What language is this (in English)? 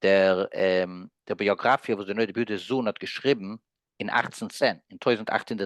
Yiddish